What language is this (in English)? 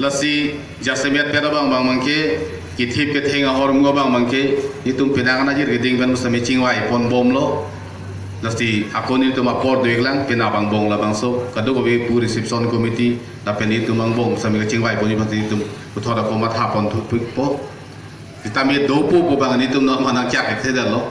Karbi